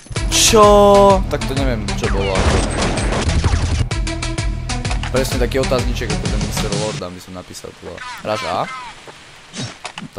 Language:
Slovak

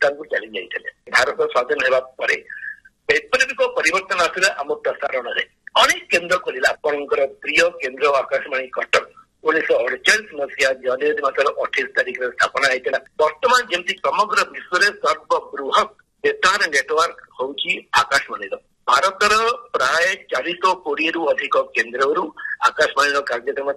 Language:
Odia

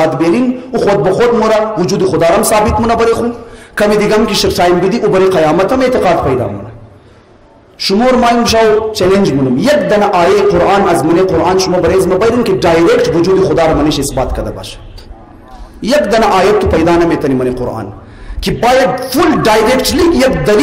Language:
Hazaragi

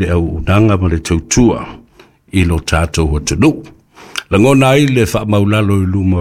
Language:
Samoan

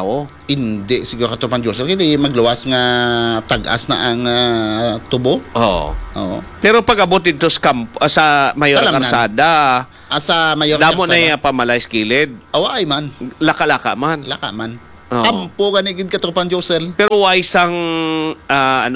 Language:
Hiligaynon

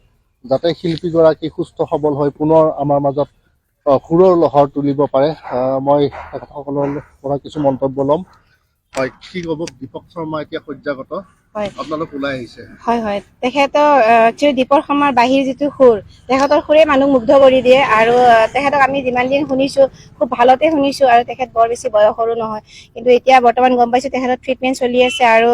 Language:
Assamese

